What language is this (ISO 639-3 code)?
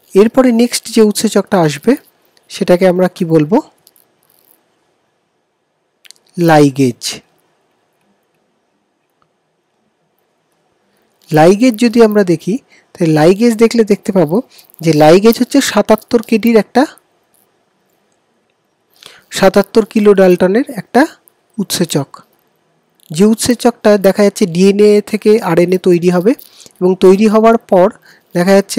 ben